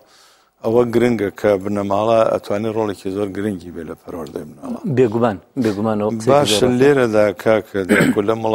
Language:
Central Kurdish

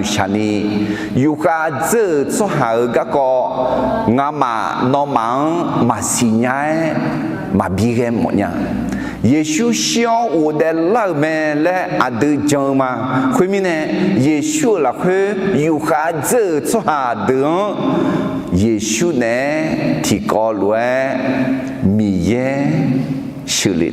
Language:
Akha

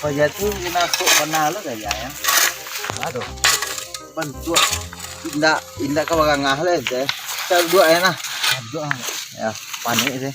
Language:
Minangkabau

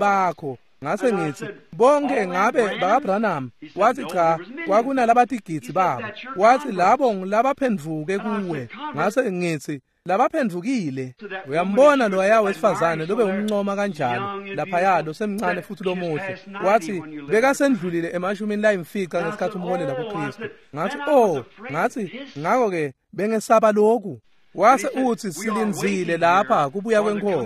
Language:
Swati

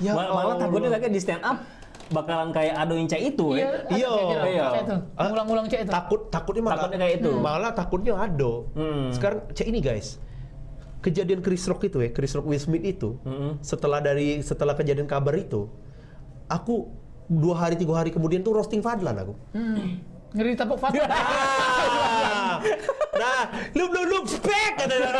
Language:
Musi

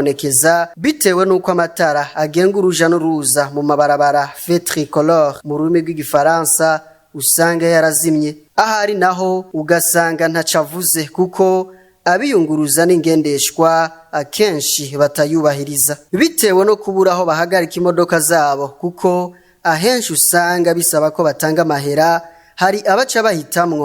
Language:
Rundi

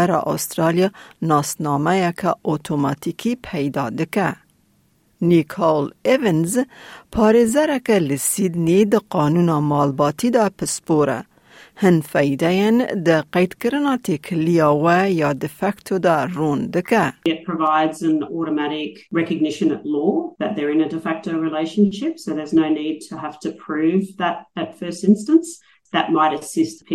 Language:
Kurdish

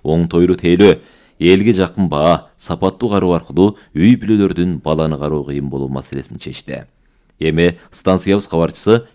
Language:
Kyrgyz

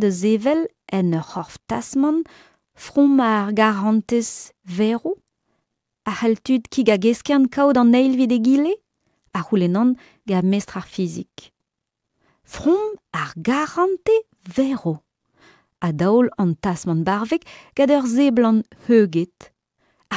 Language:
Breton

